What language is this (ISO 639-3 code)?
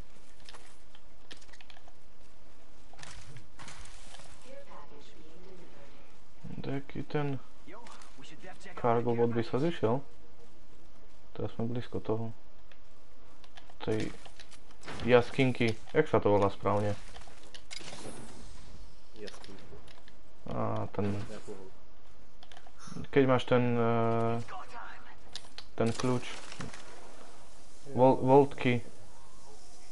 slk